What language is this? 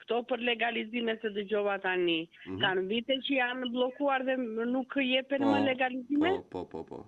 Albanian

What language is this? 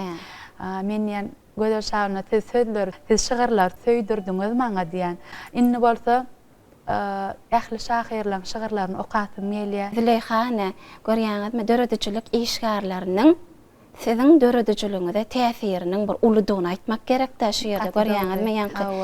Turkmen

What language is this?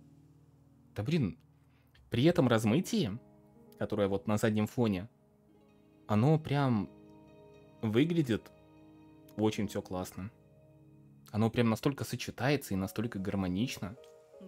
Russian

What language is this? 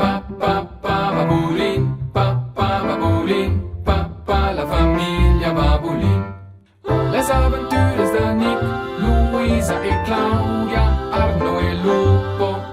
Romansh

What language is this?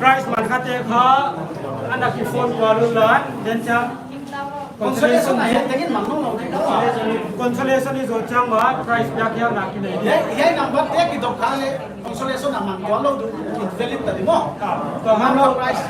Paite Chin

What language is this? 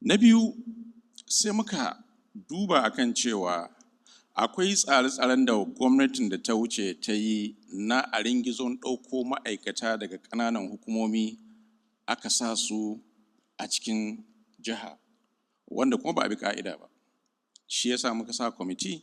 Hausa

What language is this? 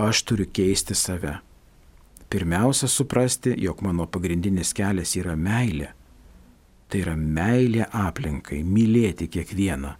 Lithuanian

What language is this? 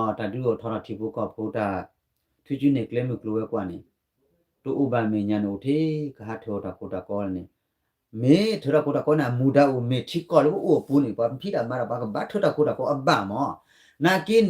S'gaw Karen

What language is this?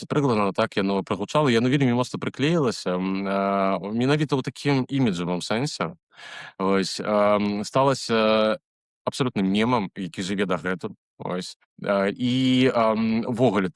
Belarusian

